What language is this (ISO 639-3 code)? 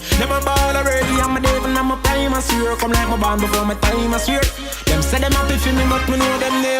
jam